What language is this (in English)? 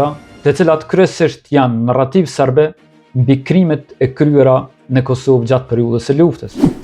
Albanian